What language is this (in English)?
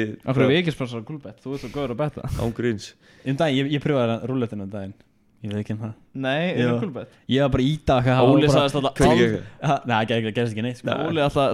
Icelandic